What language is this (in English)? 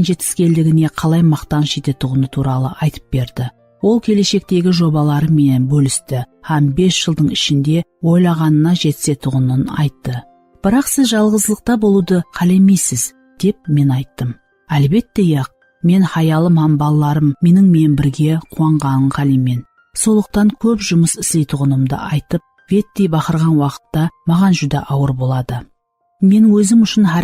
Kara-Kalpak